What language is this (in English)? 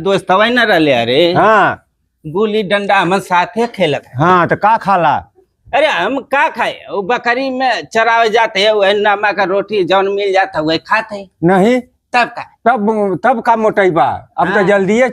Bhojpuri